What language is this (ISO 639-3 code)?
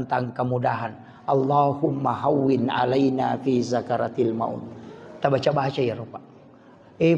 bug